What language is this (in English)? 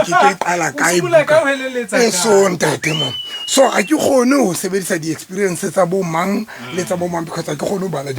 Southern Sotho